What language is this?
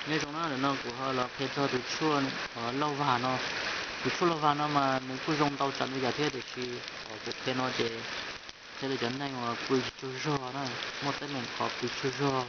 Hmong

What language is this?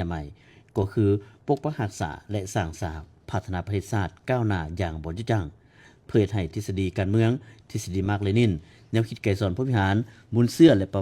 Lao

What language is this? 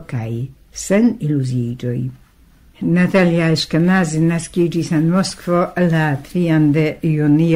Esperanto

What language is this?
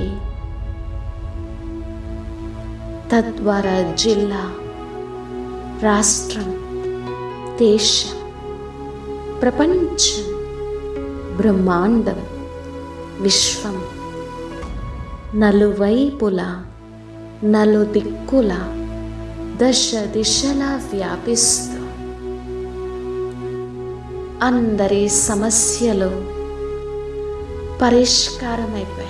Telugu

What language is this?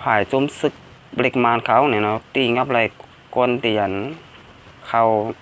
Shan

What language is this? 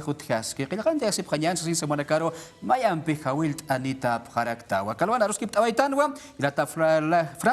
Aymara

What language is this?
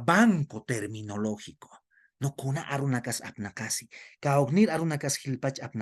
Aymara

